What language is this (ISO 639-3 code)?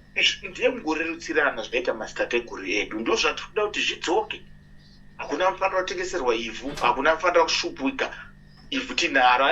sna